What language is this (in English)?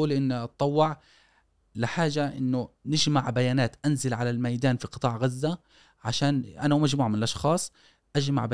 Gulf Arabic